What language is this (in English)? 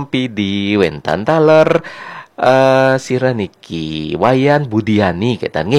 Balinese